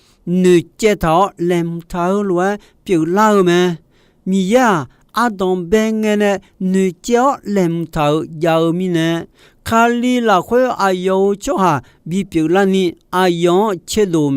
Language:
Akha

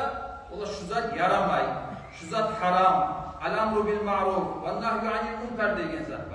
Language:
Kumyk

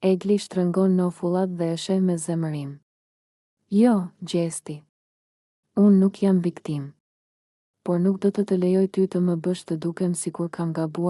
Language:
Albanian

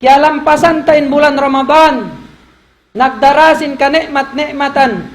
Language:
Tausug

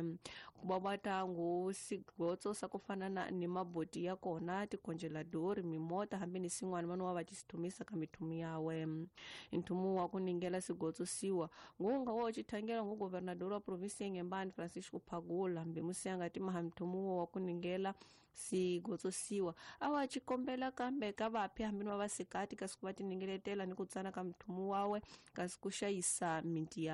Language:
Tsonga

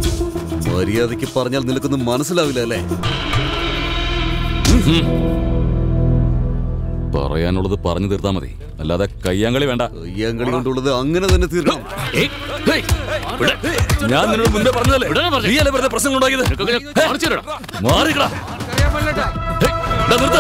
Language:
Malayalam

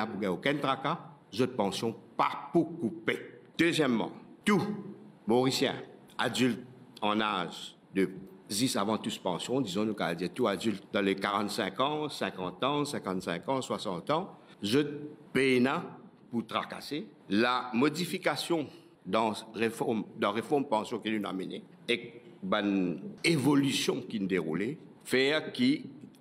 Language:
Morisyen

